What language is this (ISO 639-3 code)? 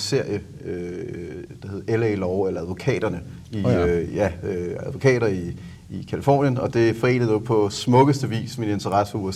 dan